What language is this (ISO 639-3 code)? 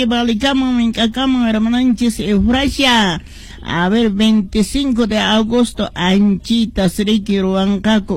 que